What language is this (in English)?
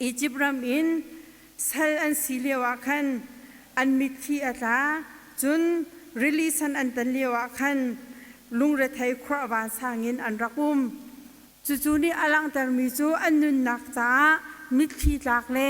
Hakha Chin